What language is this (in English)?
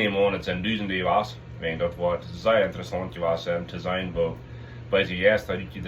Plautdietsch